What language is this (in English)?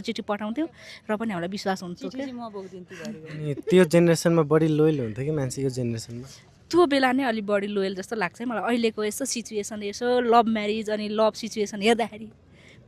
Nepali